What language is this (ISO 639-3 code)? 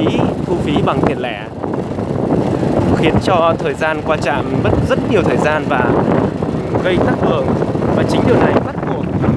vie